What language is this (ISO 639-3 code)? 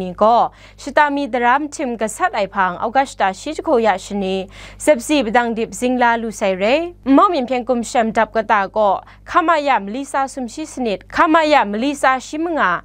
kac